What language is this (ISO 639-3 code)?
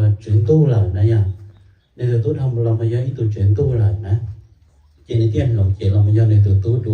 hmn